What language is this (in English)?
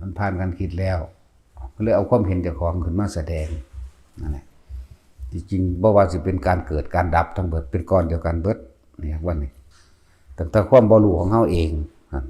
Northeastern Thai